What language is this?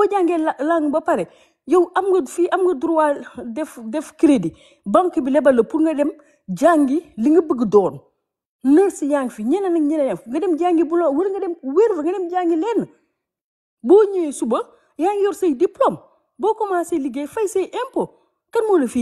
Wolof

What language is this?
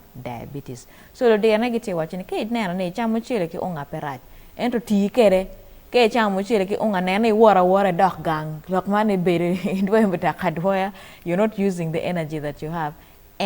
Acoli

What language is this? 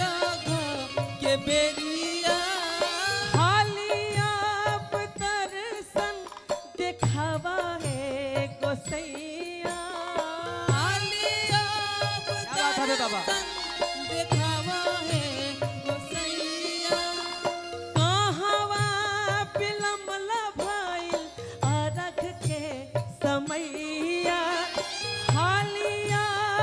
Bhojpuri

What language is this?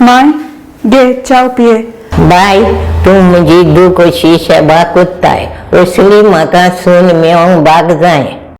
Konkani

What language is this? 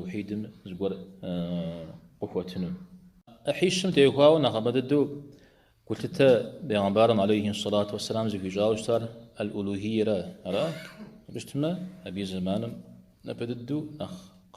Kabardian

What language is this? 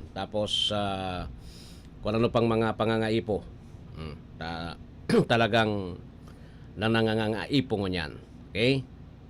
Bikol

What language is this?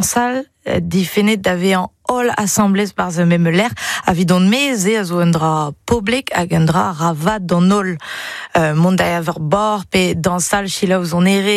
Breton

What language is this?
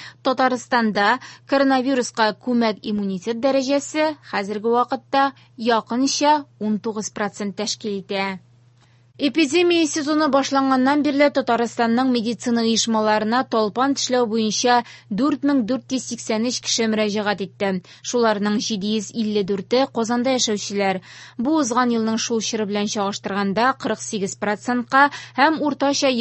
Tatar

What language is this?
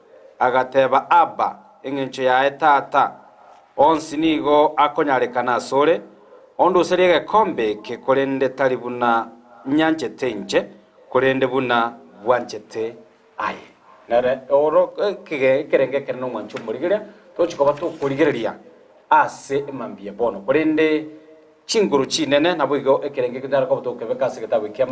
Gusii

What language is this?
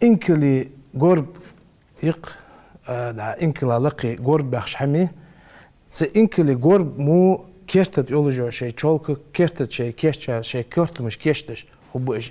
Ingush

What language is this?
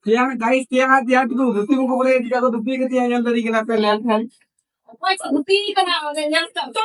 Santali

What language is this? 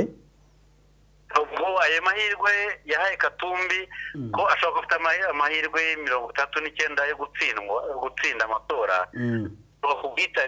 Kinyarwanda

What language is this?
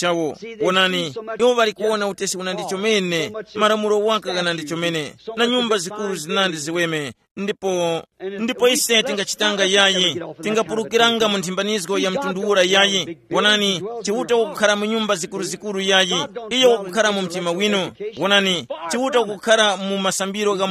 Tumbuka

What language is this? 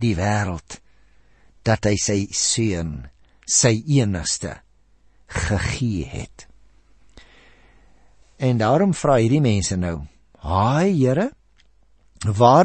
Afrikaans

